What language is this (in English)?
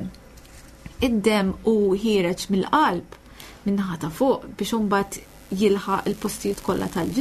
Maltese